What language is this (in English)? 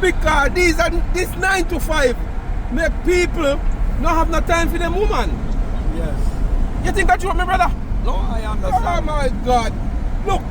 Jamaican Creole English